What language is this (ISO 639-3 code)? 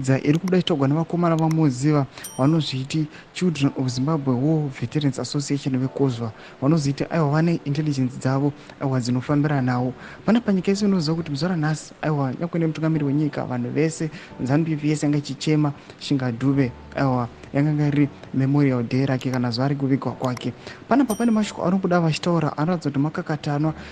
sna